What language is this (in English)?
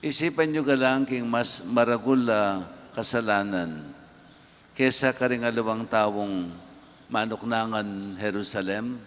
Pampanga